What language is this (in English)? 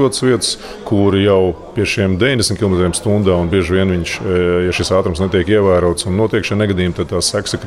Latvian